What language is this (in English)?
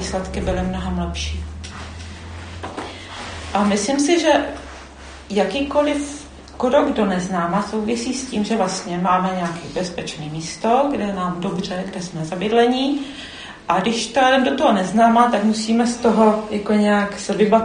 Czech